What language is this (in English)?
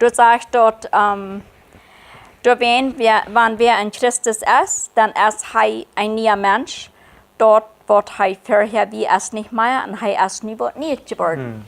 Plautdietsch